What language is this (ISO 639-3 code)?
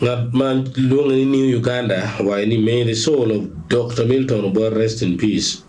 ach